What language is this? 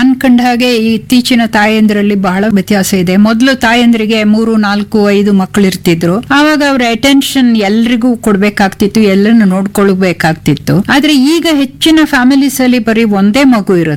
Kannada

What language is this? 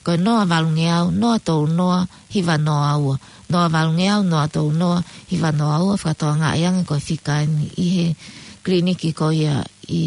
Tongan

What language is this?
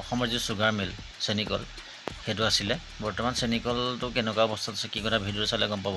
Assamese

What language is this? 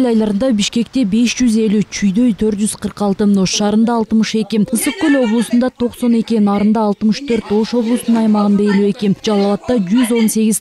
Kyrgyz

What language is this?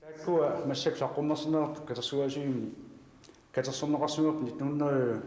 Kalaallisut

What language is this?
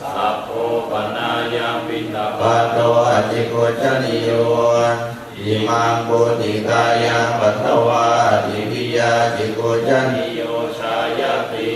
Pali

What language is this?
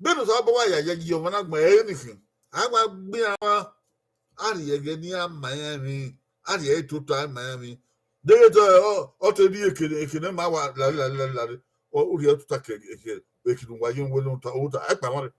Bini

